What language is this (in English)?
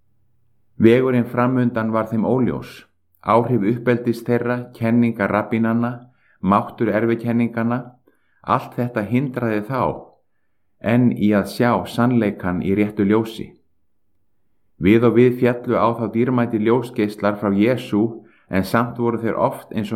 Icelandic